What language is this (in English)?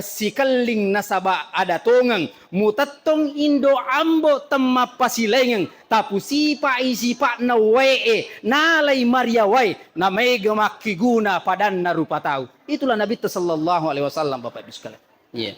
Buginese